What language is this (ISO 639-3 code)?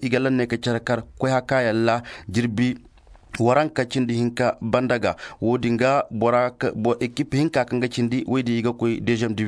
ses